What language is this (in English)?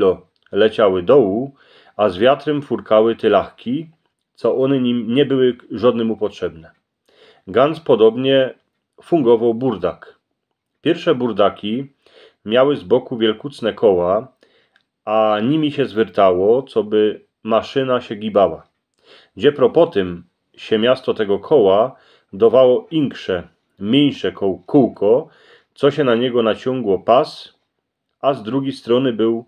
Silesian